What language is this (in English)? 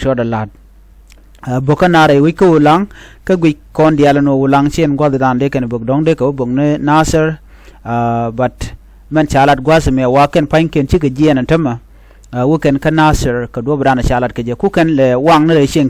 Nuer